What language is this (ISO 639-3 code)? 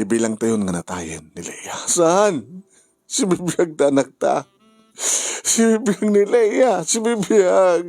ilo